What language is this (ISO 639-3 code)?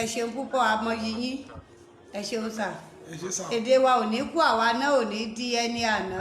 yor